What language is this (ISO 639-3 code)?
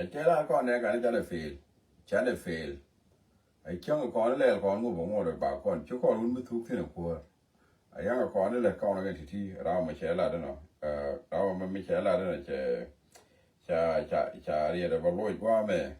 nus